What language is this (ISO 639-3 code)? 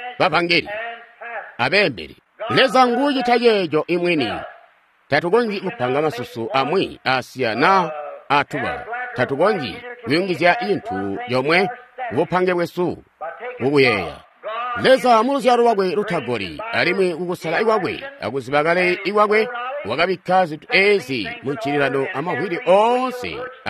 toi